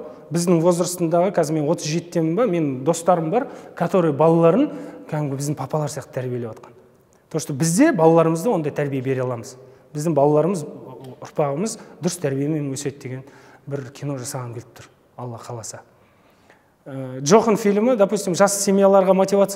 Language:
Kazakh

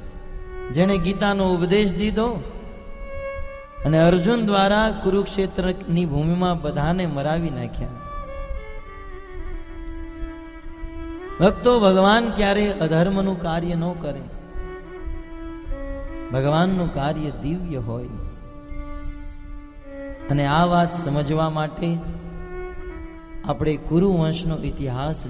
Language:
Gujarati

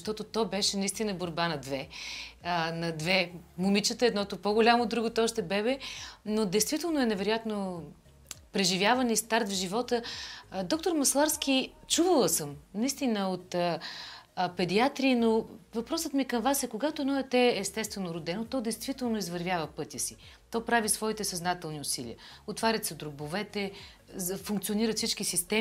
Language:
Bulgarian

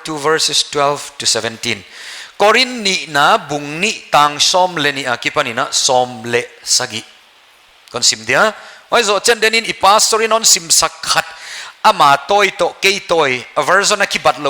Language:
Paite Chin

